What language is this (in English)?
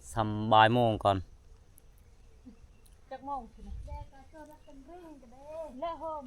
Lao